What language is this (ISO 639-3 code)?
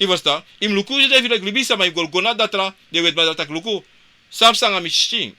srn